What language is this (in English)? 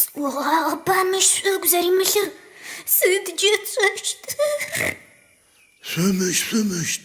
Adyghe